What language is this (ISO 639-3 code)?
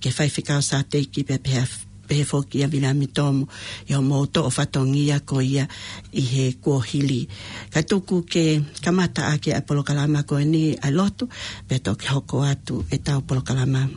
ton